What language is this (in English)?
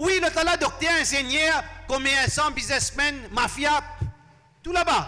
Morisyen